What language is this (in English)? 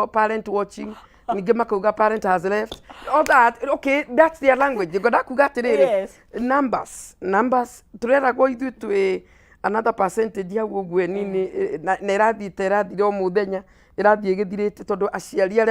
Kikuyu